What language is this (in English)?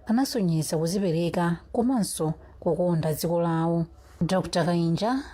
Nyanja